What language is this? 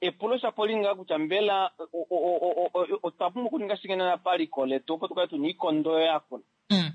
Kuanyama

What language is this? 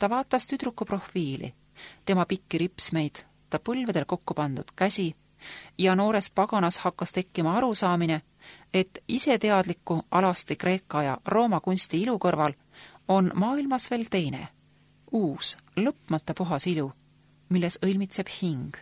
Estonian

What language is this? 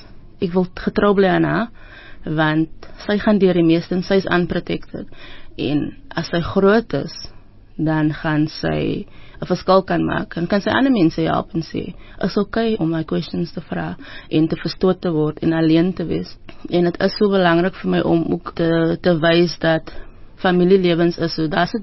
Afrikaans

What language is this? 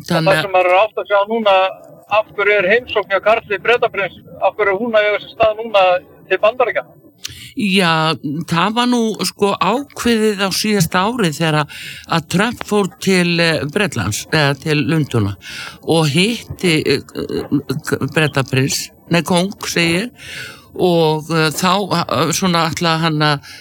Icelandic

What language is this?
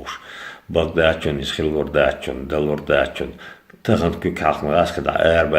Chechen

